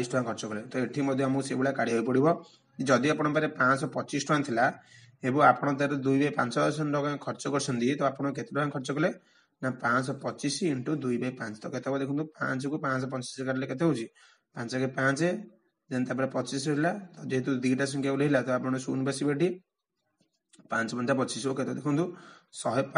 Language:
Odia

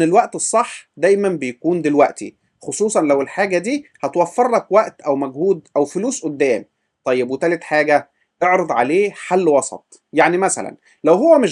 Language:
Egyptian Arabic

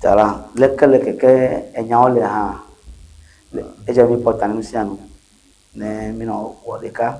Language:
Ewe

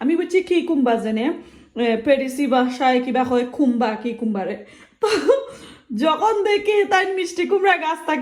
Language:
Sylheti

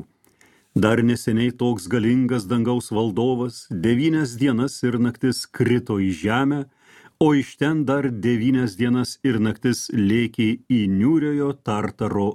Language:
Lithuanian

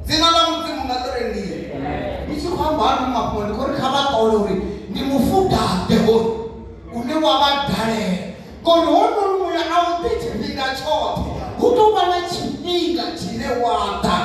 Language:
Venda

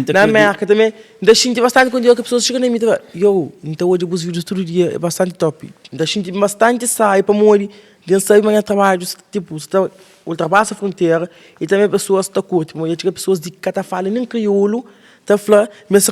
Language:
Kabuverdianu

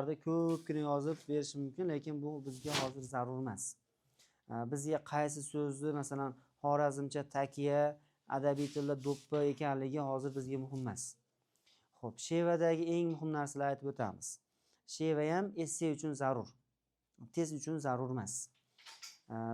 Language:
Uzbek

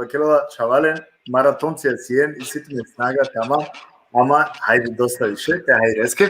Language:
Balkan Romani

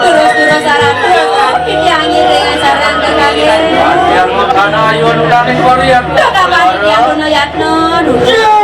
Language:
Balinese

